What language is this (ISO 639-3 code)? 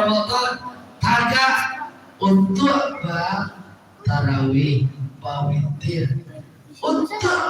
min